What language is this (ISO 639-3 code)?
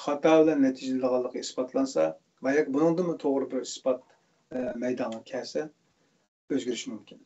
uig